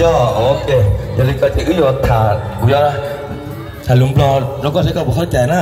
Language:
Hmong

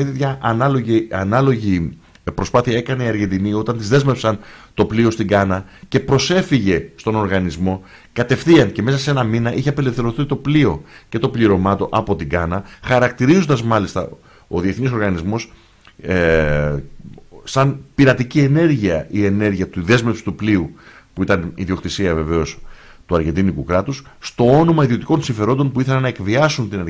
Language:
Greek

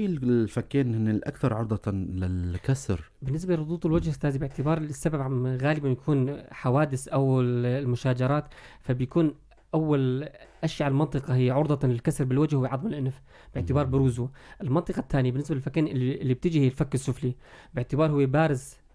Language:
North Levantine Arabic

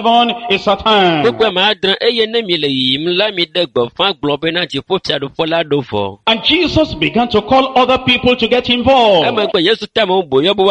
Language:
Ewe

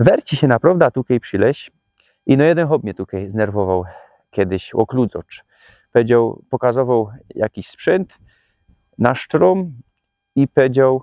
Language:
Silesian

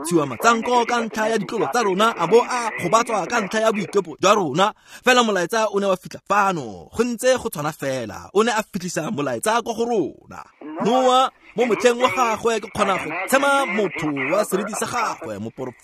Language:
Tswana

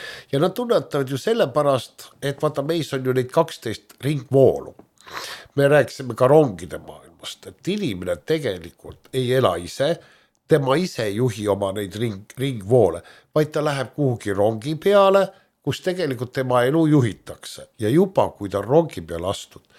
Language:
Estonian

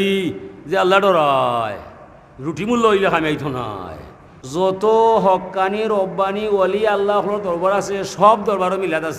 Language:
Sylheti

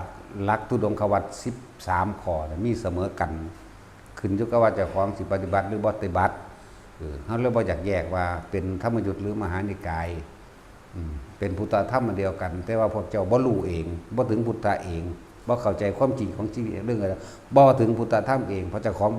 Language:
Northeastern Thai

